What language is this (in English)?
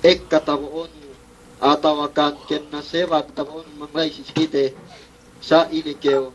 Yakan